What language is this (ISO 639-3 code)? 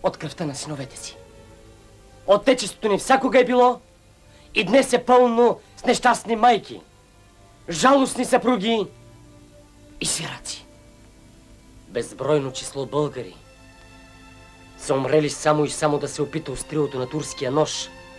bul